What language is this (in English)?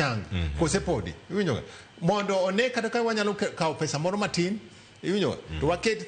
Luo (Kenya and Tanzania)